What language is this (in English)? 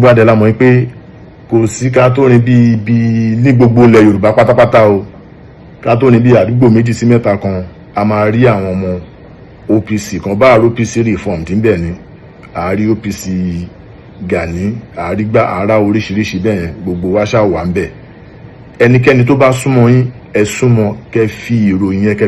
Yoruba